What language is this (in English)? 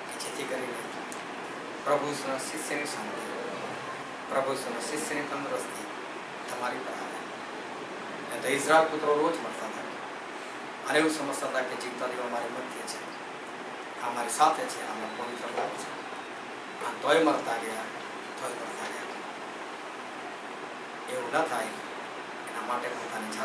Gujarati